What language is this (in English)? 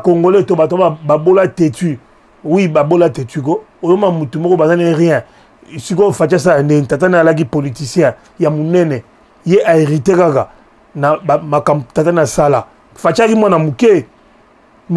Lingala